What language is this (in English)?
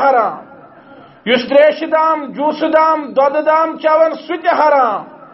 Kashmiri